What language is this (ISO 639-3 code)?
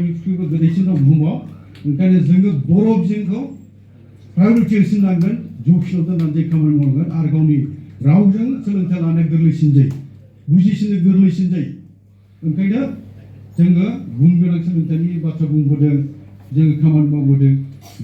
brx